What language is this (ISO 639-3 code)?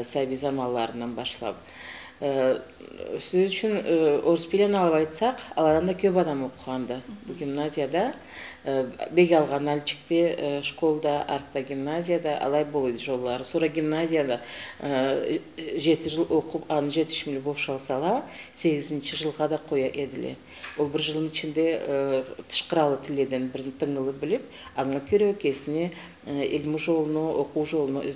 krc